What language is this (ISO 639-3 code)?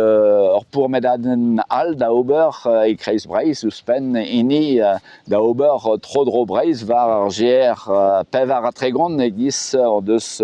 bre